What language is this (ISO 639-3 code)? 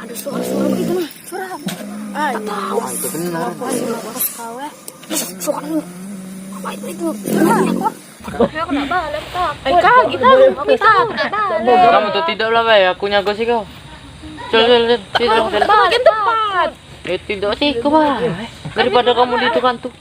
mui